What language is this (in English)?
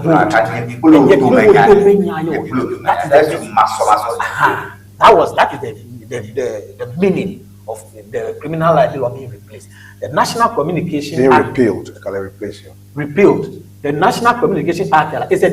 Ewe